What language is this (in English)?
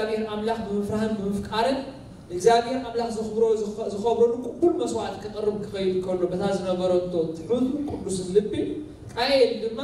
Tigrinya